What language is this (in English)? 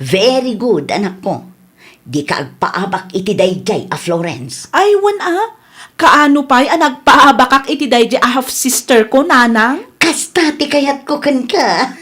Iloko